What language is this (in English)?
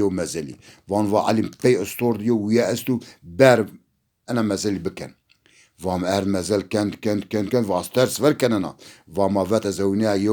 Zaza